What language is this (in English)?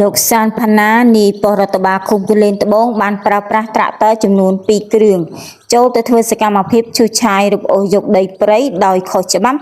Khmer